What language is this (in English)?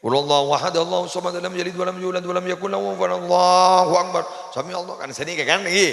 Madurese